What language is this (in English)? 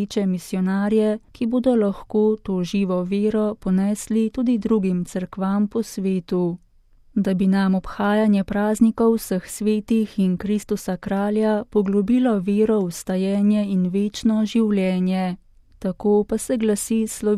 Slovenian